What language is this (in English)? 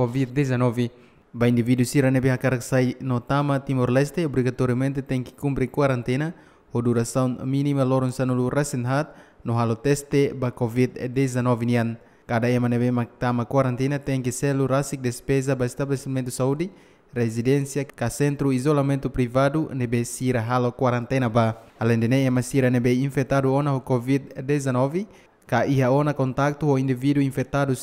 Tetum